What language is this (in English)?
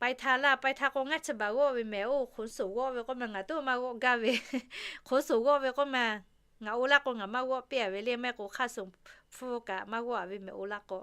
Lahu